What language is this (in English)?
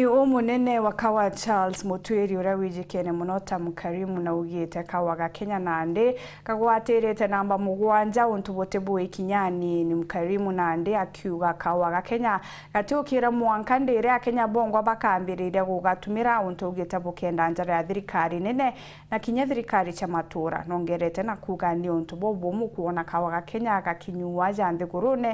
Meru